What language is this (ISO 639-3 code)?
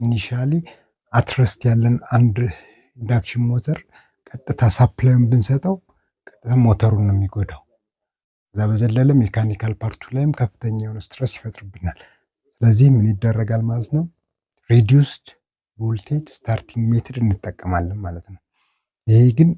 amh